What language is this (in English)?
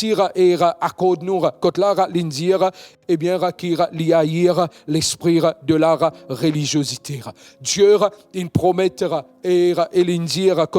Morisyen